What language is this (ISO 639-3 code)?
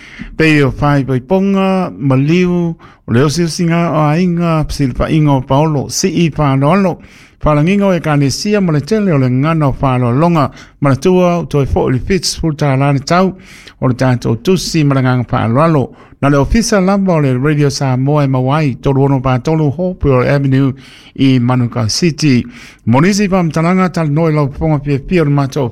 smo